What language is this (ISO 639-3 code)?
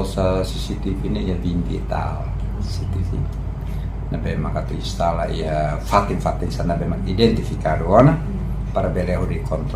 tet